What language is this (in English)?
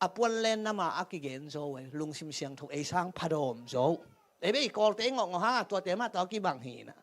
Tedim Chin